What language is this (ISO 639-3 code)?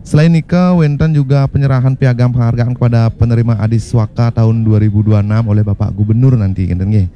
ban